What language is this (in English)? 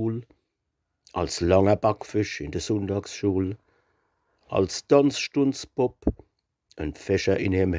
Palatine German